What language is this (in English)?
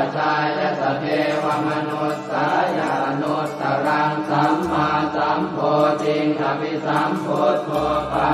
Pali